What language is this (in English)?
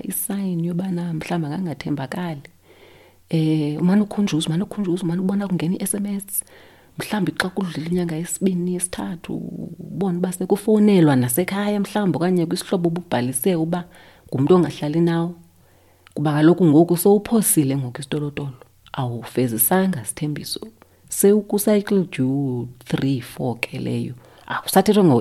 Xhosa